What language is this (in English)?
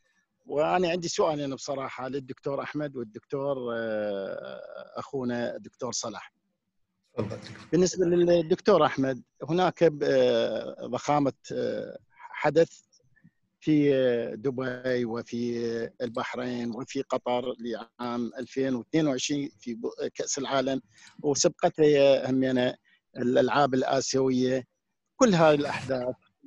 Arabic